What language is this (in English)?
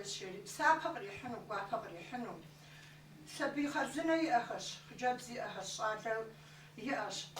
Kabardian